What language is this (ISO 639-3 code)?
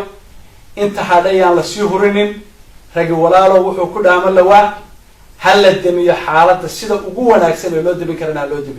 som